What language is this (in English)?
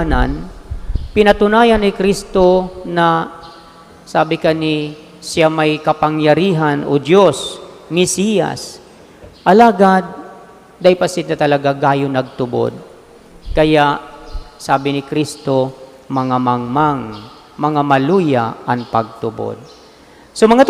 Bikol